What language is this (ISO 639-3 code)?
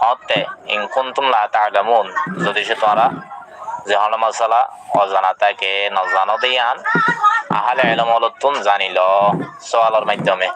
rhg